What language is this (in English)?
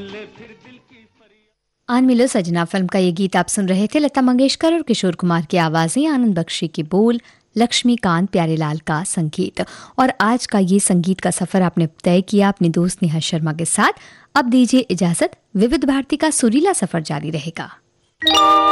Hindi